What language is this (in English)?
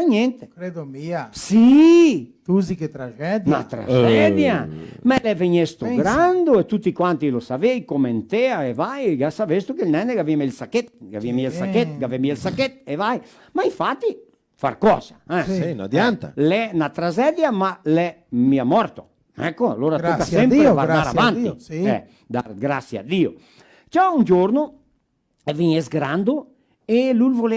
Venetian